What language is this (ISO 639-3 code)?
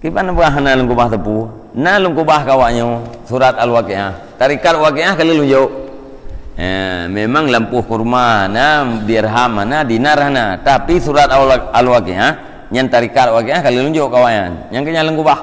ace